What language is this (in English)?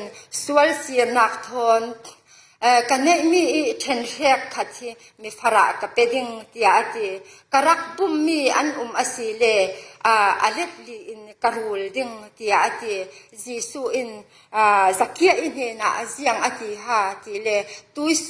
Falam Chin